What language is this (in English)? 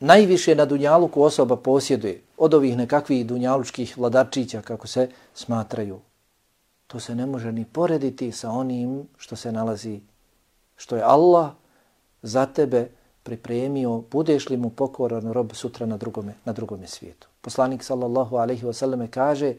Bosnian